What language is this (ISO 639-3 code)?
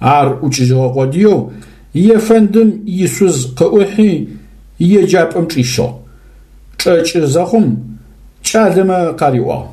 ady